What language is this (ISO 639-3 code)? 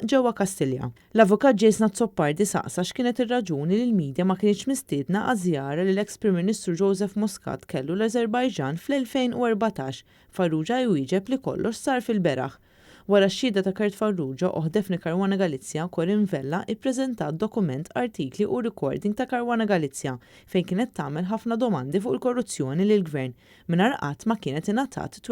mlt